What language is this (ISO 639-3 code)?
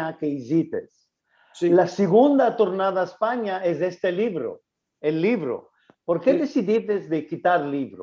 lad